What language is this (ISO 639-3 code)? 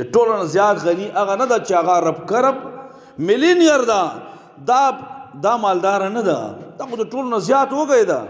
pus